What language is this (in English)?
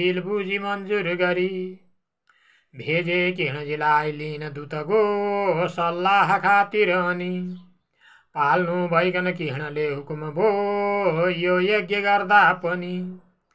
Nepali